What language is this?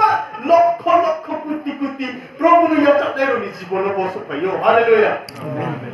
Riang (India)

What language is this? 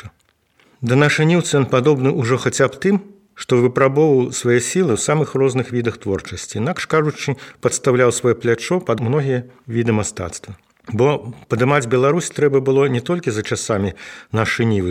Belarusian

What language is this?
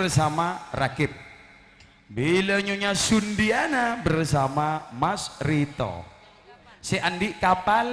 Madurese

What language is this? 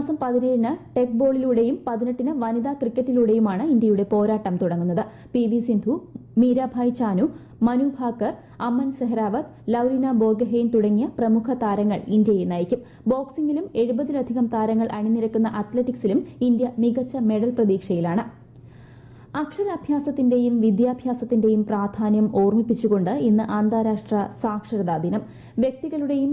Malayalam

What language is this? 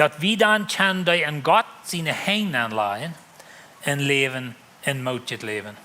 Plautdietsch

